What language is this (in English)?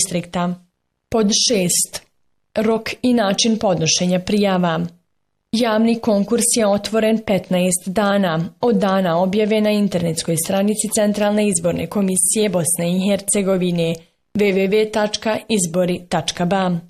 Bosnian